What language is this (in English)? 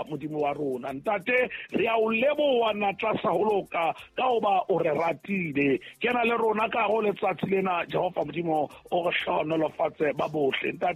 Southern Sotho